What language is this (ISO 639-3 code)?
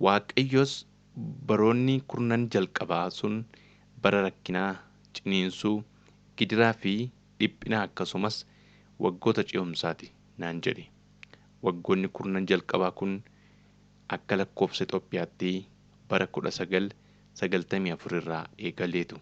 orm